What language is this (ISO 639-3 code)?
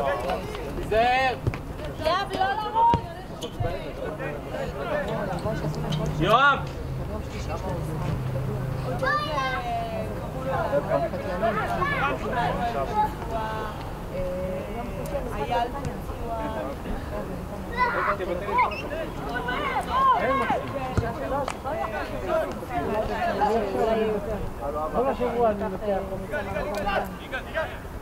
heb